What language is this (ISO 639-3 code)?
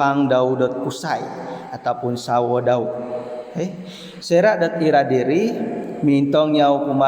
dtp